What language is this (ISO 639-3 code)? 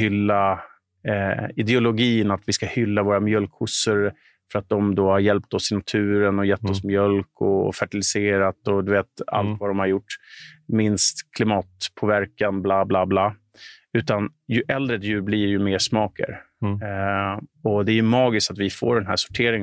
swe